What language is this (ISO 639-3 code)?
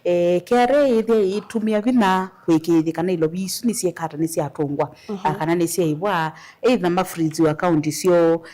kam